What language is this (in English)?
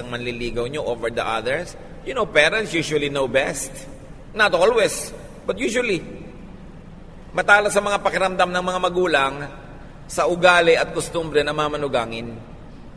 Filipino